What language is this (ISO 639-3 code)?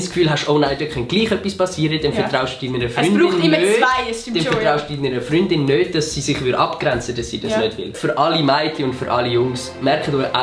gsw